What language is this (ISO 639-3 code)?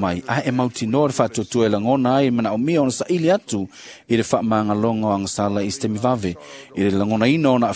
smo